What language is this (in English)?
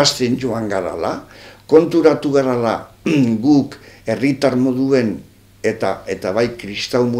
Basque